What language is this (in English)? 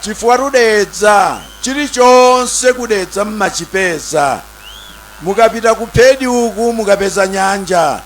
Nyanja